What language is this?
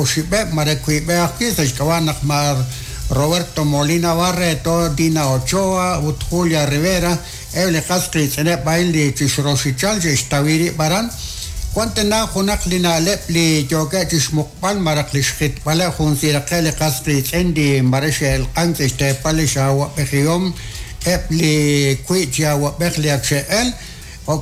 Kekchí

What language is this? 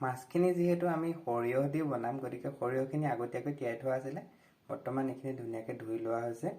Assamese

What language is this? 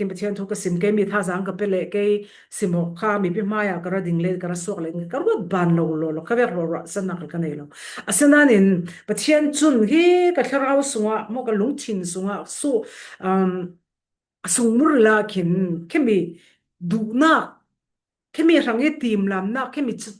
Falam Chin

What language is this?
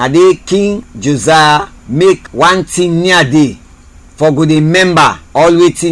Krio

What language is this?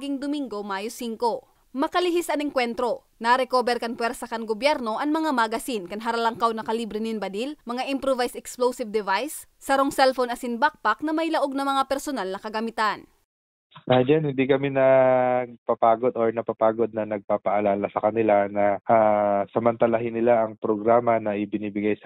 Bikol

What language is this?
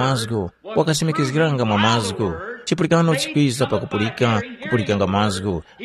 Tumbuka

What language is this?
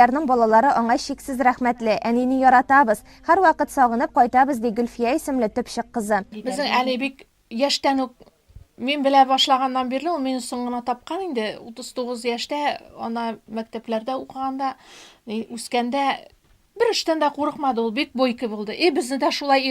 Tatar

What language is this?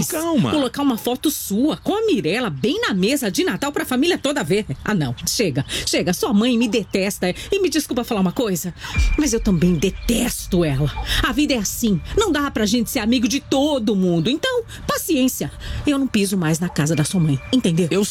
Portuguese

